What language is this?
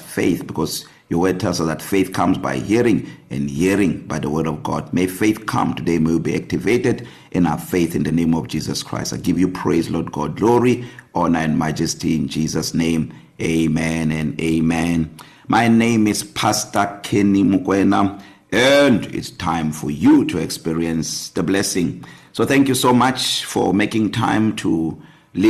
English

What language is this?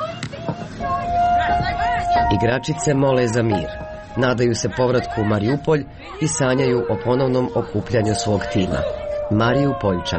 Croatian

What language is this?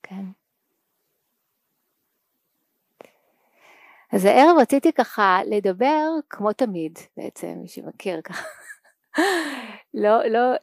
Hebrew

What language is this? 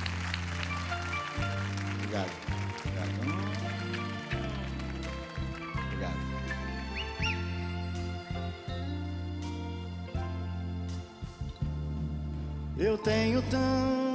Portuguese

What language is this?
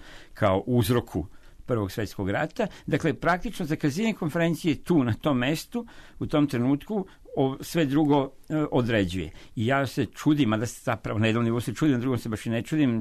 Serbian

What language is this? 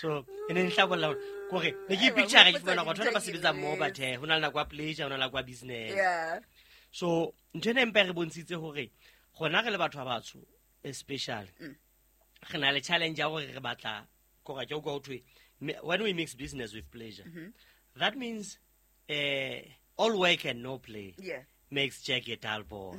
Southern Sotho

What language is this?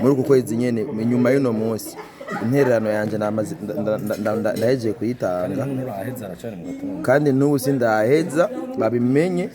Rundi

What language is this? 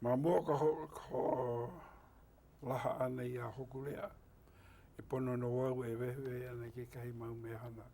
Hawaiian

